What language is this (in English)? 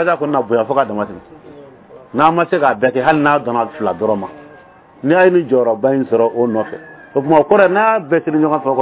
Bambara